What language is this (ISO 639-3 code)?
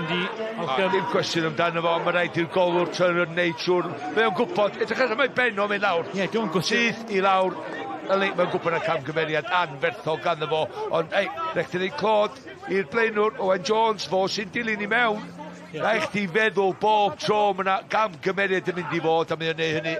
cym